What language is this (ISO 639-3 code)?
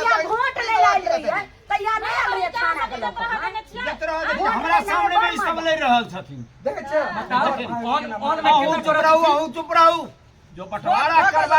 mai